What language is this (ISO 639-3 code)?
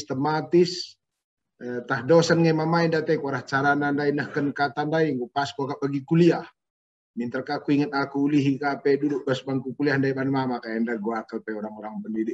btx